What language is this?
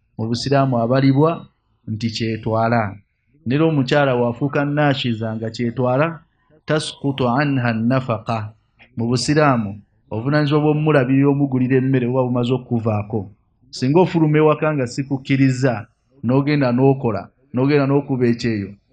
Ganda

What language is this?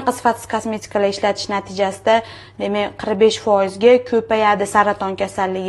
Uzbek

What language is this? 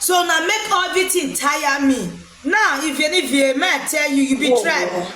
Nigerian Pidgin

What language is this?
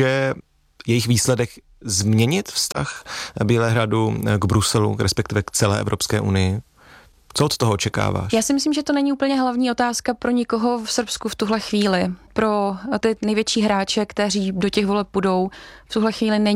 Czech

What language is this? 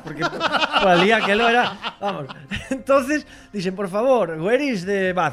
Galician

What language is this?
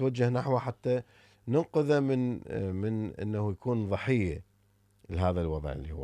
Mesopotamian Arabic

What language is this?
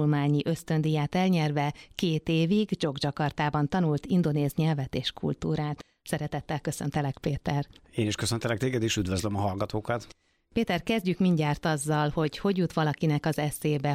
Hungarian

